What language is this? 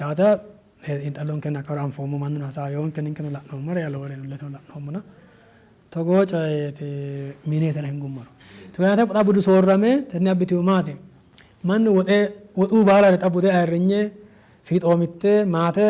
Sidamo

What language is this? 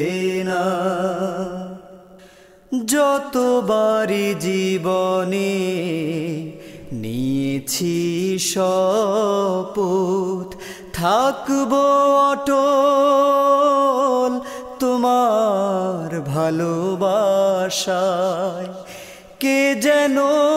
Bangla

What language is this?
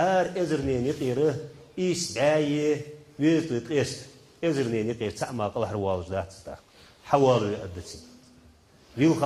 Ingush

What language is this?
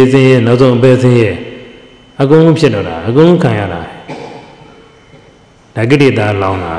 Burmese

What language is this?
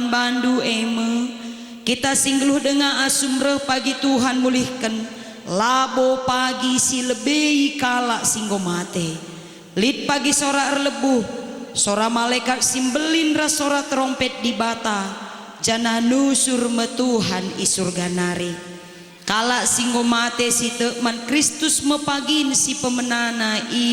Batak Karo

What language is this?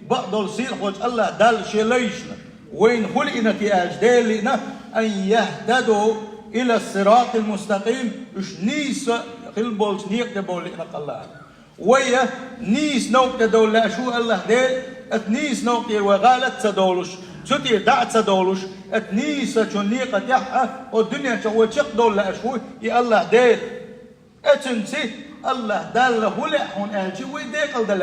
Chechen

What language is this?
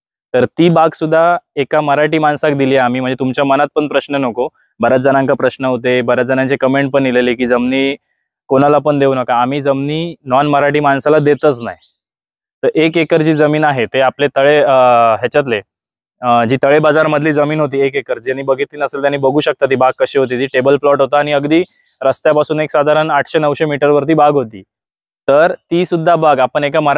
Marathi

